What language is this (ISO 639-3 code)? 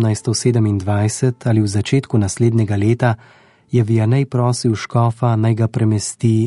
slv